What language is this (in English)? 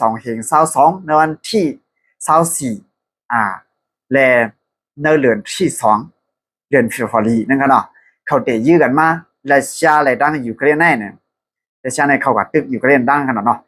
Shan